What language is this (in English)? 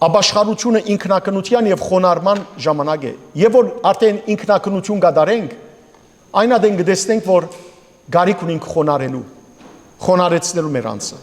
Western Armenian